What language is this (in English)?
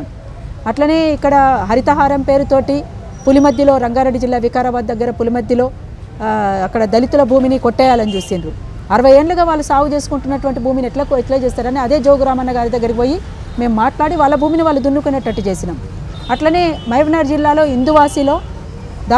Telugu